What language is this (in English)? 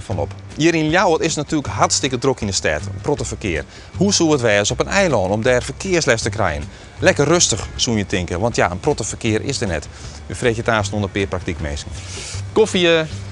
Western Frisian